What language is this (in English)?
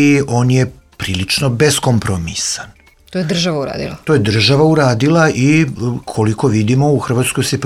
Serbian